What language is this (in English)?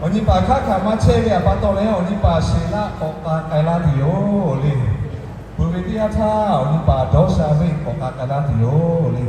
Lahu